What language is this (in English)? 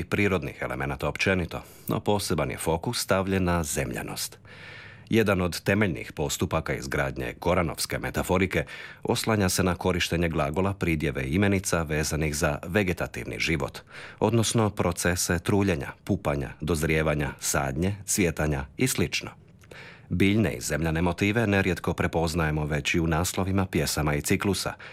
Croatian